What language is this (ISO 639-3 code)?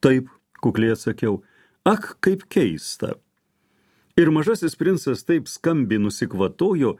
lit